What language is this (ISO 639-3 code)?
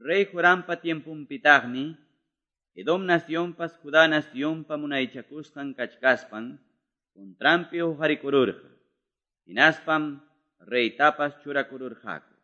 que